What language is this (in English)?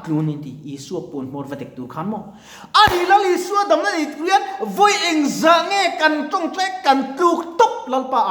Mizo